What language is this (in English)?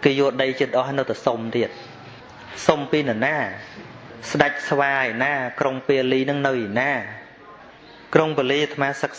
Khmer